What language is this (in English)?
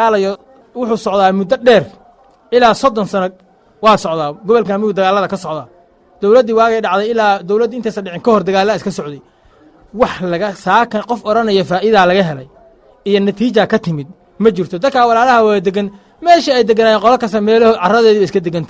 Somali